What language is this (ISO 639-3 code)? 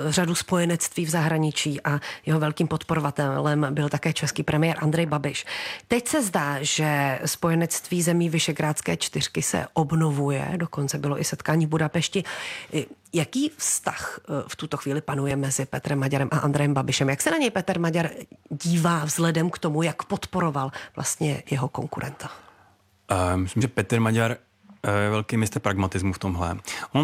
ces